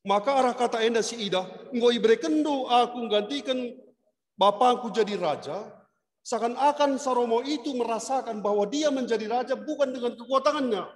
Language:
Batak Karo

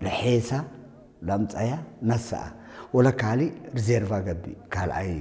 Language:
Tigrinya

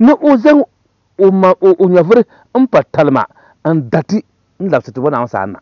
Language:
Dagbani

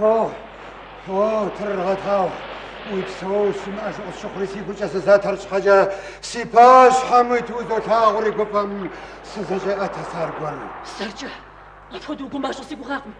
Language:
Kabardian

